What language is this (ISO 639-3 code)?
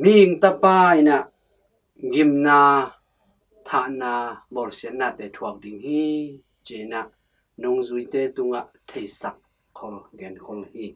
ctd